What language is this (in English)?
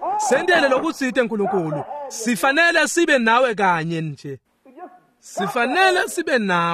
Swati